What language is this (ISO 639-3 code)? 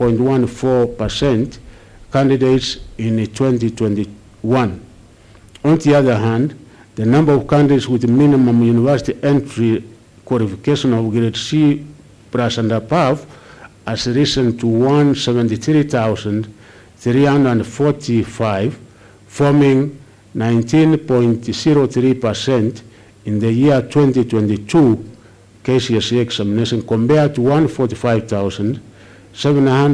kam